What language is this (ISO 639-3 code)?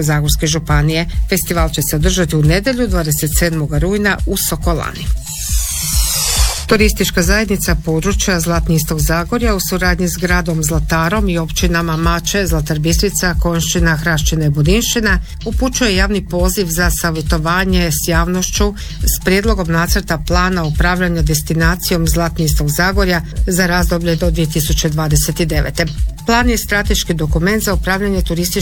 hrv